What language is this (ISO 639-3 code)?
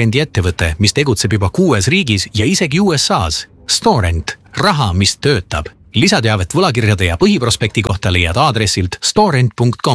est